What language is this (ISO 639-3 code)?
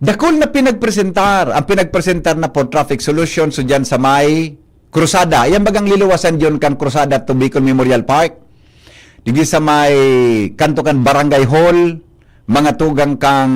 bik